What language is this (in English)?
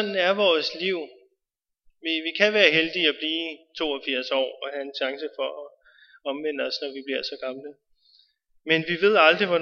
Danish